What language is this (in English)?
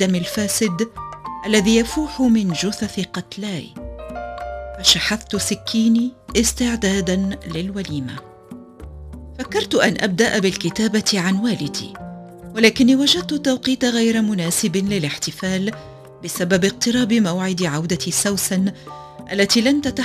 Tunisian Arabic